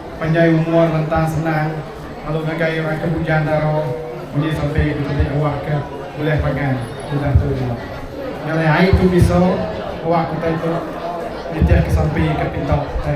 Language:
Iban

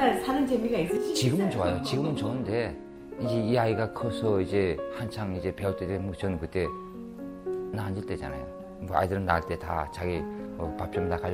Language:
Korean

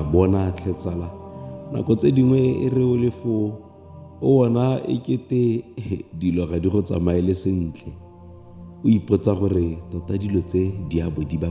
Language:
Tswana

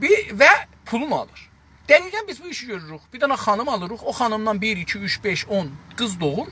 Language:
South Azerbaijani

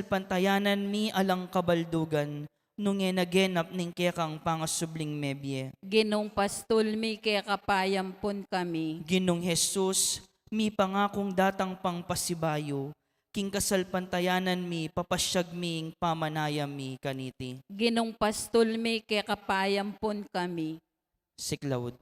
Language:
Pampanga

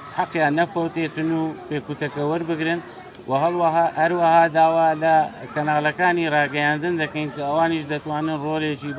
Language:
Central Kurdish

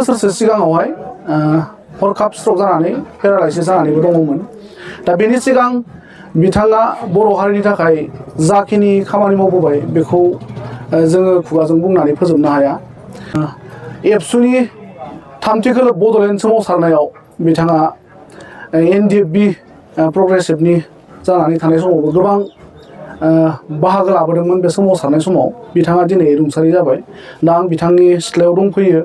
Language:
Bodo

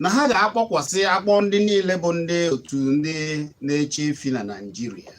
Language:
Igbo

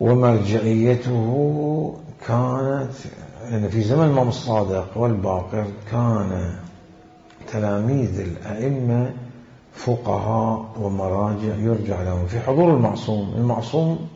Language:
Mesopotamian Arabic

